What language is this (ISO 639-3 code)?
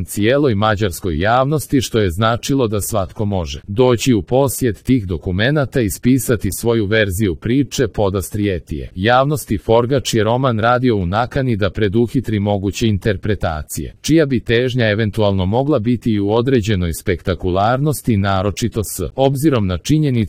hrv